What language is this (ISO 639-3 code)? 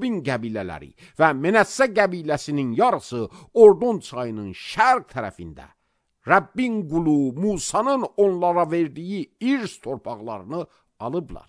aze